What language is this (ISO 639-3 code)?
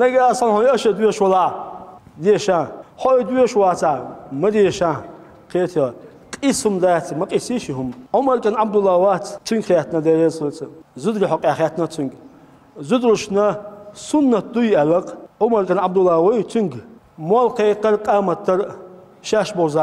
che